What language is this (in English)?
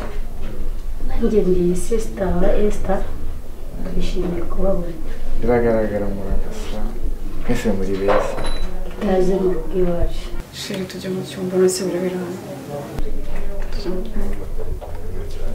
Kinyarwanda